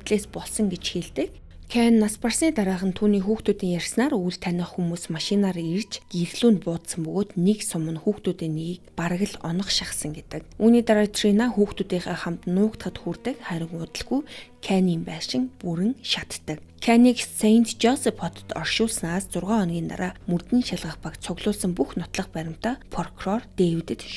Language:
Mongolian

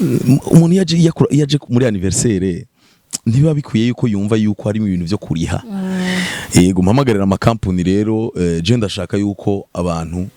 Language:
Rundi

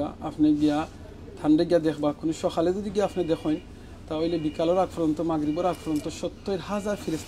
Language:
Sylheti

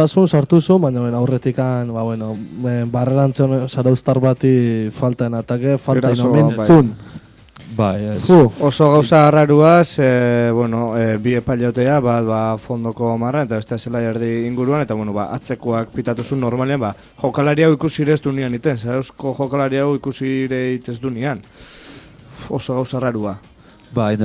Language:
Basque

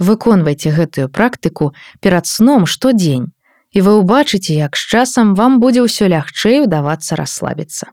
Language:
Belarusian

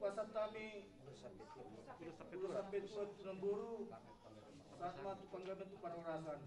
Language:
Batak Toba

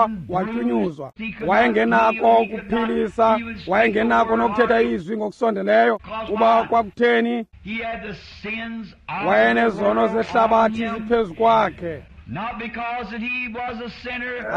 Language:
Xhosa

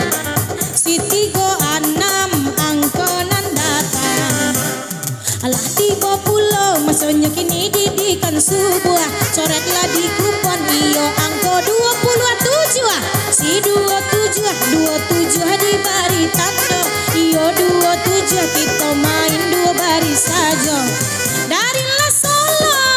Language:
Minangkabau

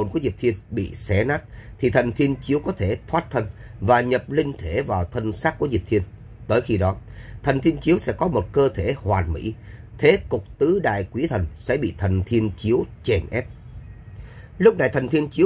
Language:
Vietnamese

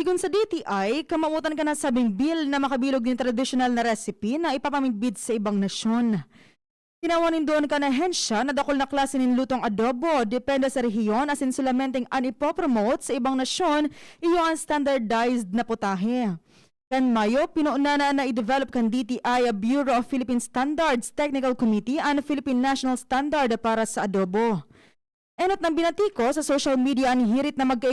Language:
Bikol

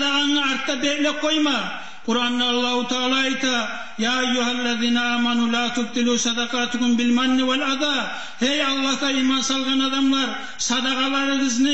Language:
Kumyk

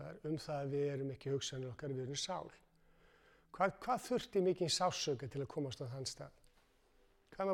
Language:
Icelandic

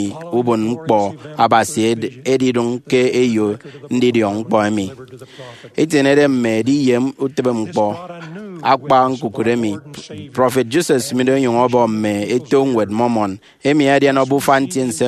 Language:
Efik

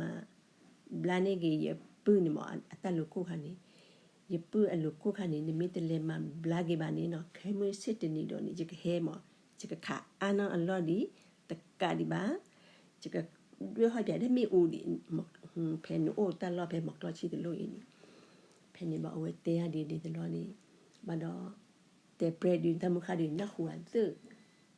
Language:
S'gaw Karen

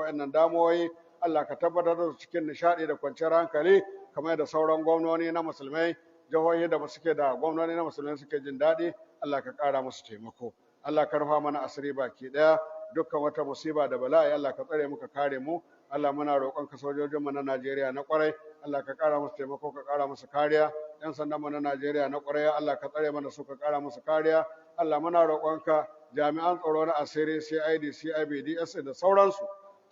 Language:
Hausa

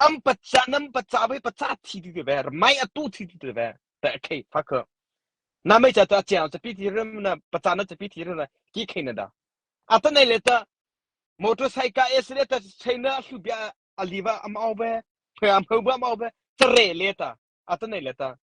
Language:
Mara Chin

